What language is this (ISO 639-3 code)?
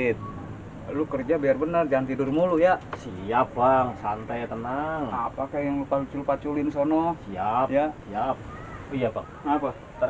bew